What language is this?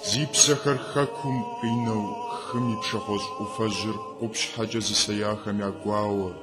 Kabardian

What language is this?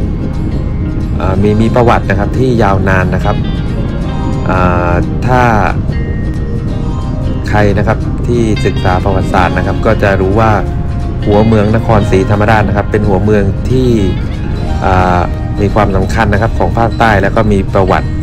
Thai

